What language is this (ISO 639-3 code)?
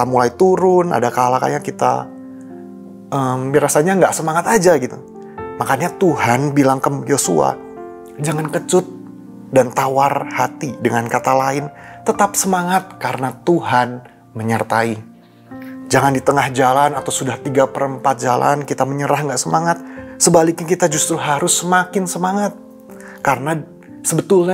ind